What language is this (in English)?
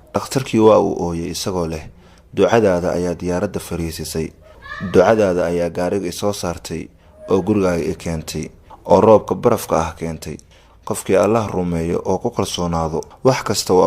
Somali